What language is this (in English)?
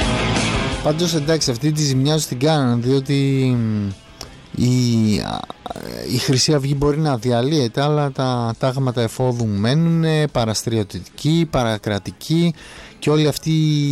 Greek